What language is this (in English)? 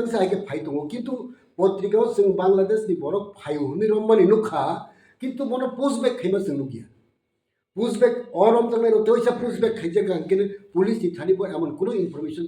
Kok Borok